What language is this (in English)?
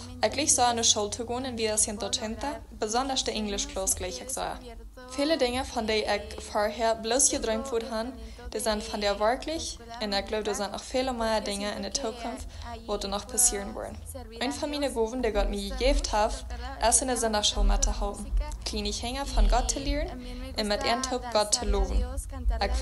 Plautdietsch